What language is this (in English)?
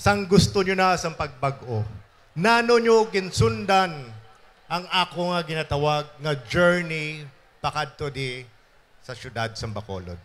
Hiligaynon